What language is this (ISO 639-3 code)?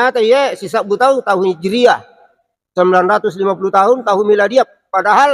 bug